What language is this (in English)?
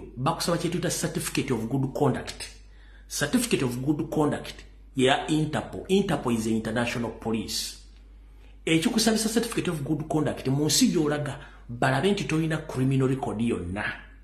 Ganda